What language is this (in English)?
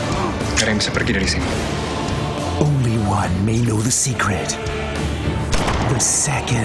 Indonesian